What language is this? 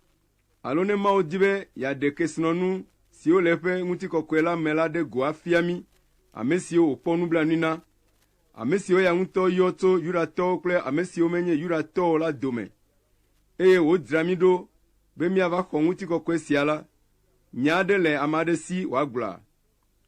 Ewe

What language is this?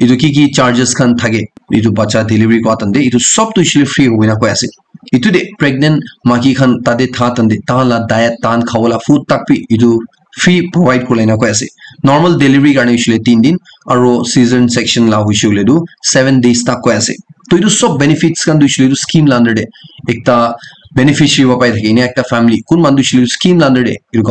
Naga Pidgin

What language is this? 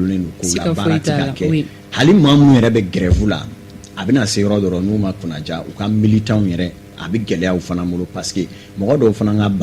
Bambara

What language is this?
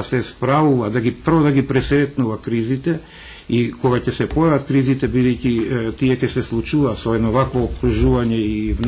Macedonian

